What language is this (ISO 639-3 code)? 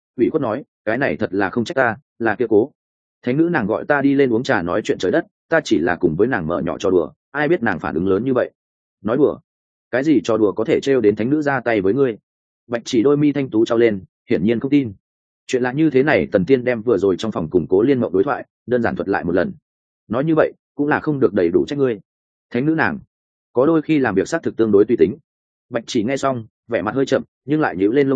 vie